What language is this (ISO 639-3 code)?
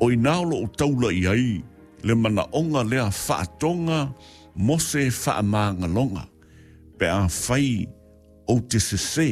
smo